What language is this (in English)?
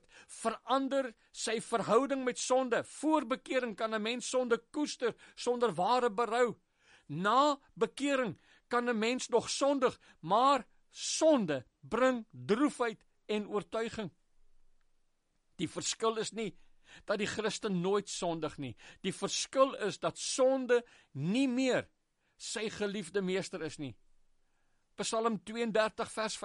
Afrikaans